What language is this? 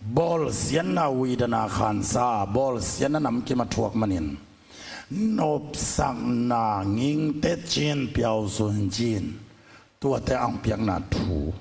Tedim Chin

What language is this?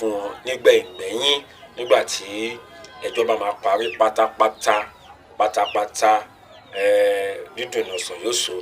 Yoruba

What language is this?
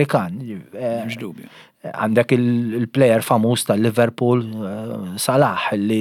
Maltese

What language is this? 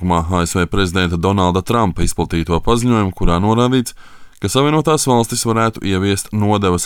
Latvian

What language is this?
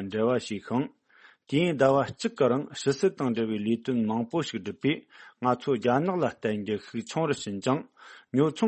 Tibetan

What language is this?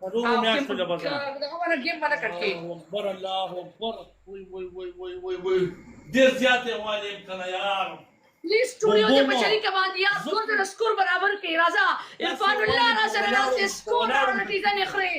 Pashto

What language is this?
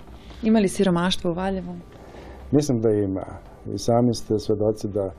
Serbian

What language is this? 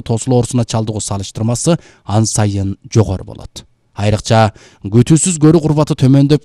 Kyrgyz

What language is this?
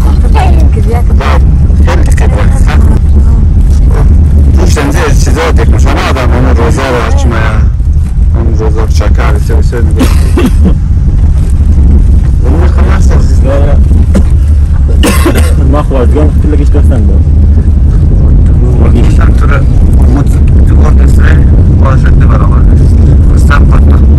Persian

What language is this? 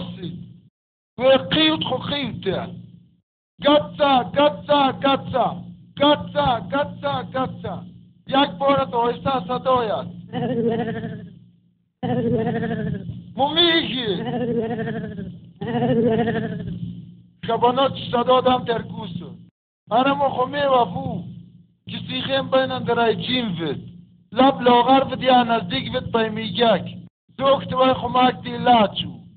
Persian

